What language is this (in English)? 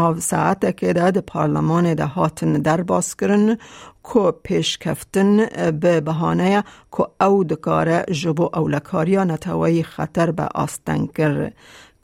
Kurdish